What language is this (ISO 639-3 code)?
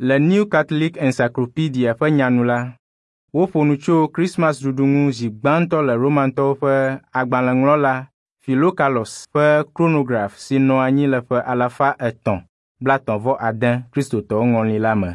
ewe